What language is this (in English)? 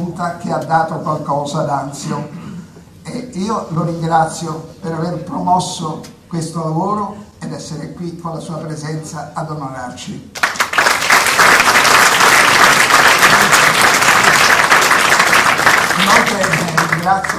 Italian